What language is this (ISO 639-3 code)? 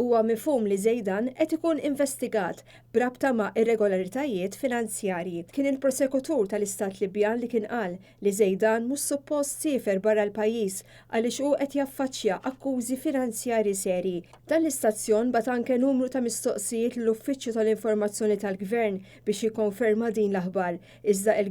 mlt